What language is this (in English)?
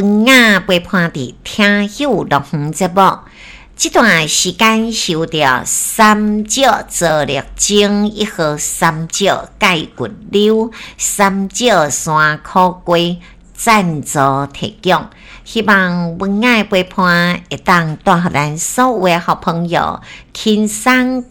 Min Nan Chinese